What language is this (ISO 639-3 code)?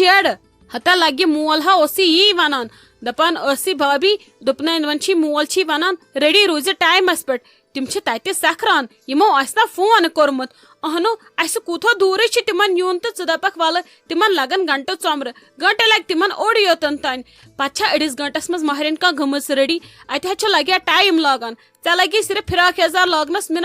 kas